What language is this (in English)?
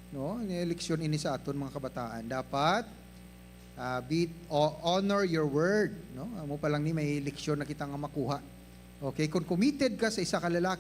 Hiligaynon